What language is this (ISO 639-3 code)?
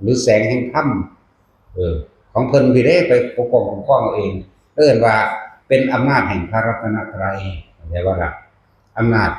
tts